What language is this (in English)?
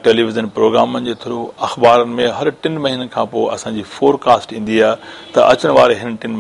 Sindhi